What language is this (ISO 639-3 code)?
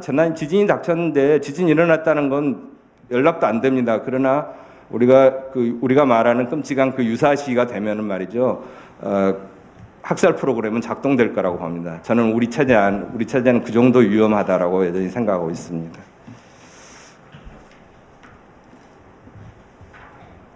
kor